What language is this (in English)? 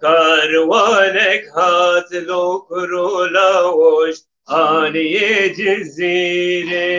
Kurdish